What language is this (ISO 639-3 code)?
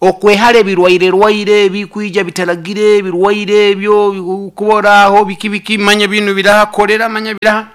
nyo